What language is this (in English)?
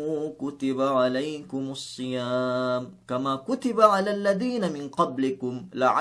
Yakan